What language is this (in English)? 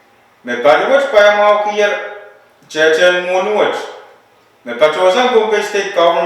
Pohnpeian